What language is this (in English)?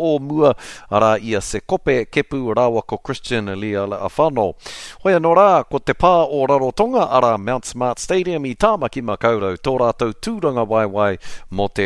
Māori